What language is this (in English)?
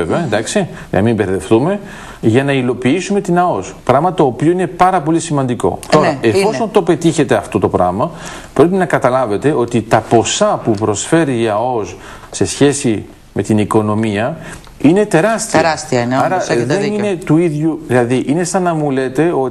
Greek